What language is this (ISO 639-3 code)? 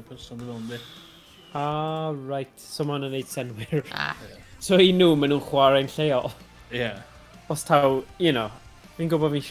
cym